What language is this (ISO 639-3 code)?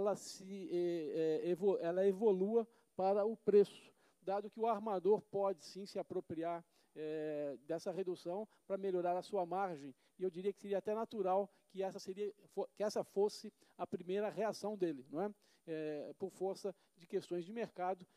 por